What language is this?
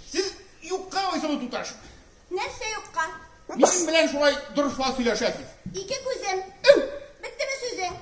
Tatar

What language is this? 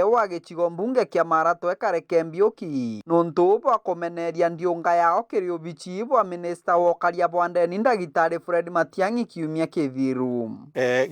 Meru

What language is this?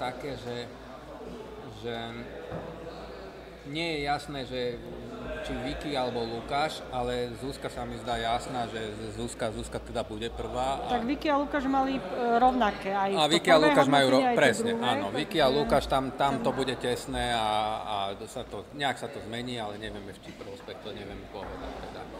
Slovak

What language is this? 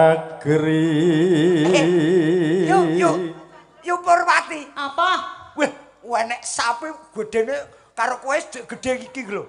Javanese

